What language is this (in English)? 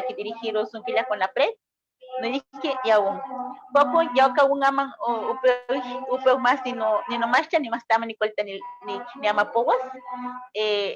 Eastern Huasteca Nahuatl